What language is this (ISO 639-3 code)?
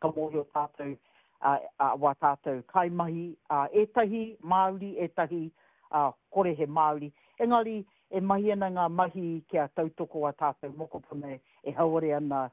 mri